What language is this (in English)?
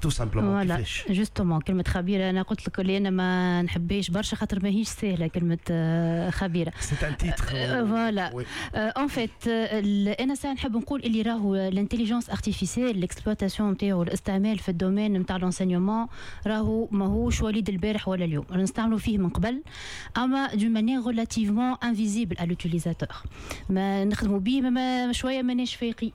Tunisian Arabic